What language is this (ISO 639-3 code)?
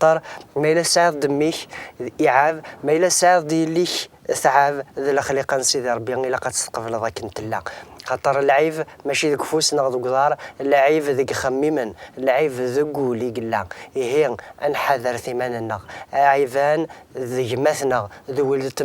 kab